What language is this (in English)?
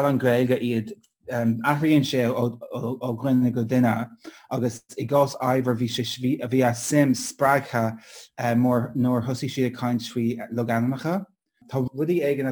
Irish